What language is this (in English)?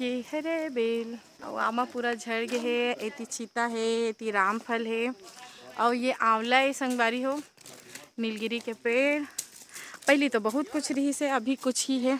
Chhattisgarhi